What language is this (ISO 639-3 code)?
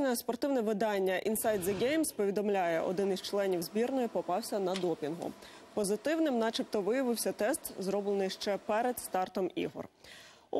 ukr